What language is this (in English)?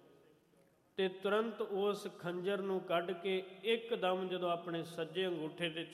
Punjabi